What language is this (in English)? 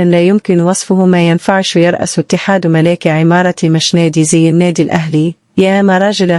Egyptian Arabic